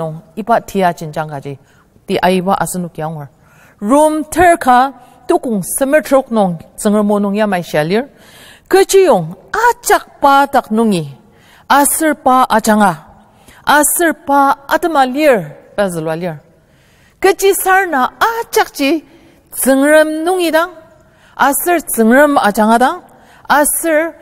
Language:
Ao Naga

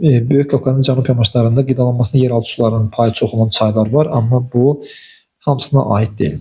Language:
Azerbaijani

